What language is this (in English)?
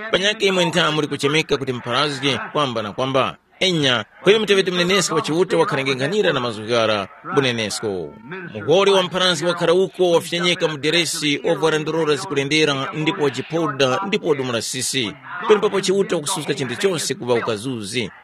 Tumbuka